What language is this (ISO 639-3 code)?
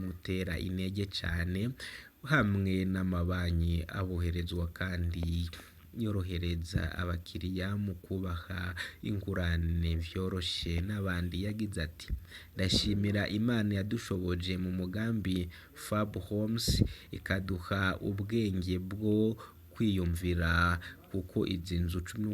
run